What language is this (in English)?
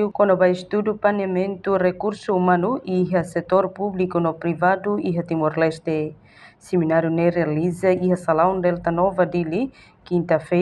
Tetum